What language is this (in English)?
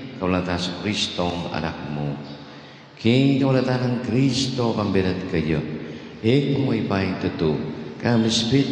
Pampanga